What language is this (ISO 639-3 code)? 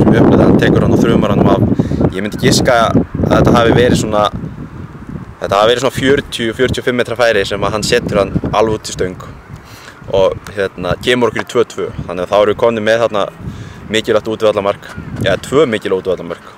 isl